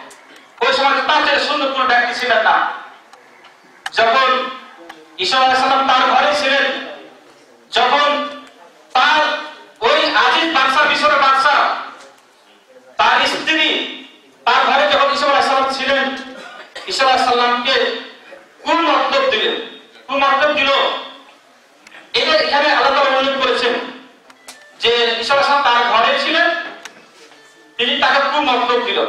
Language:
Bangla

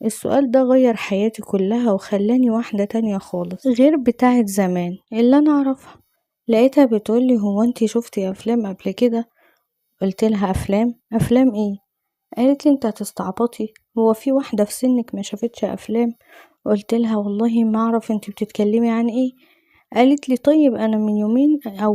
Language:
Egyptian Arabic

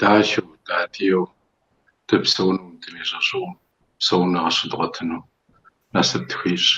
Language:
Kabardian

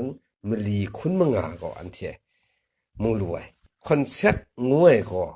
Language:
Kachin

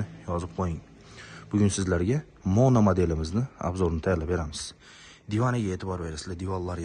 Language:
Uzbek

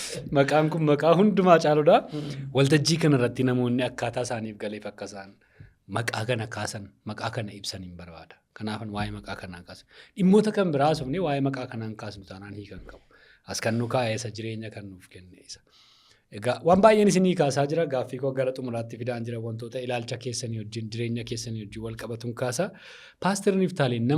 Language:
Oromo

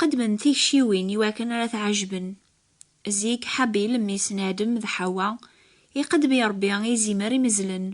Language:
Kabyle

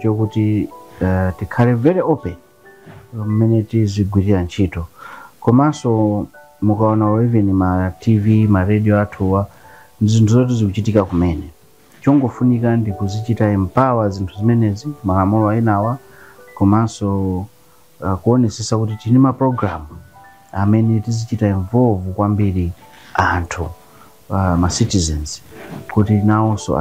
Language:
Nyanja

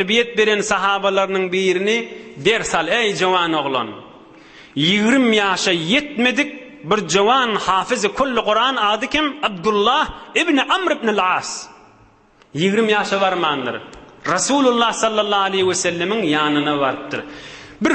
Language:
Turkmen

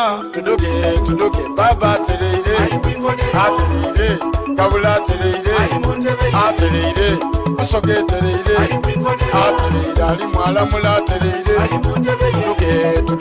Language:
Soga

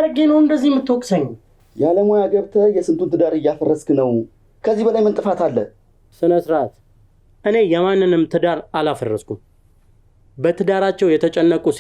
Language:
Amharic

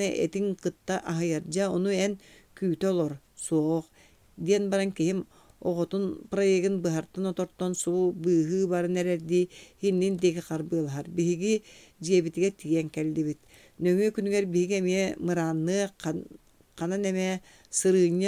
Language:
Yakut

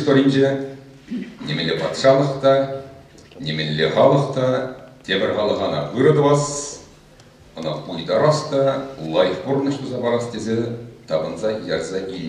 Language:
Chuvash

